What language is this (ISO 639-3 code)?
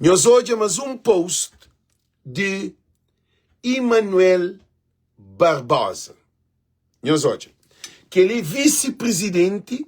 kea